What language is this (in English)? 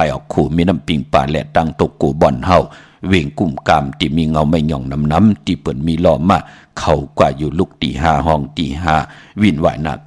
Shan